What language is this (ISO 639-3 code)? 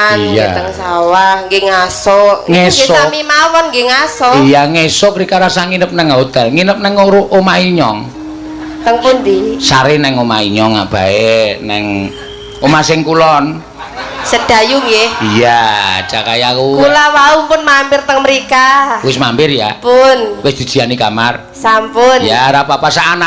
jav